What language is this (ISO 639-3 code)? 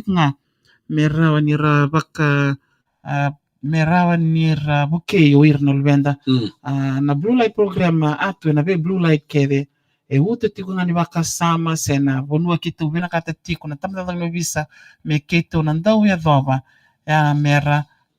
fij